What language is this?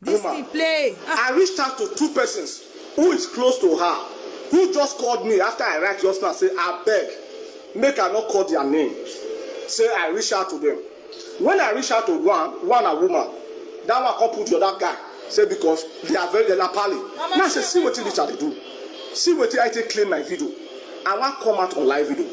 Nigerian Pidgin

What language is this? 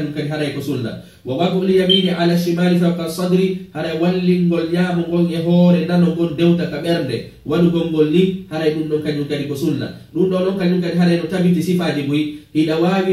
Fula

